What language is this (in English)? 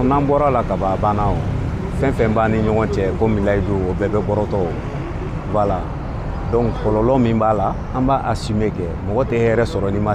Bambara